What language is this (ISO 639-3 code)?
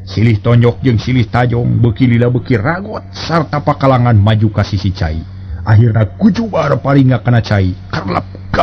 sun